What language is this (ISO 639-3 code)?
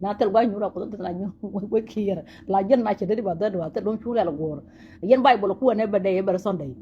nus